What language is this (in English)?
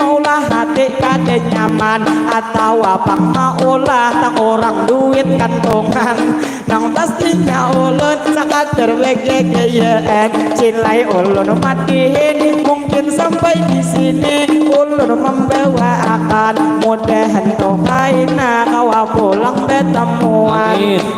Banjar